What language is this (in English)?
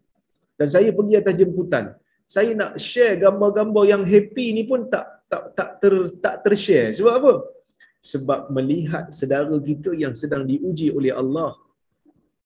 Malay